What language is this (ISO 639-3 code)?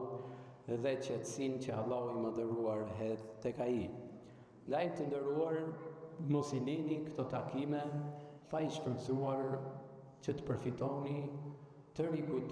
sqi